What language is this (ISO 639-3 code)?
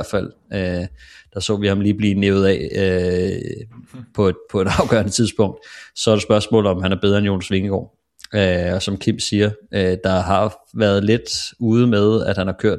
dan